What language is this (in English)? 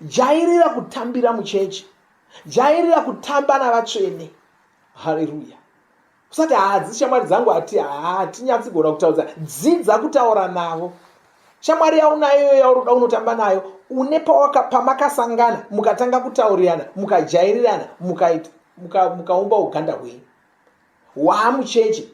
Shona